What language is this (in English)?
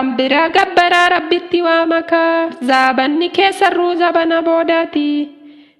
Oromo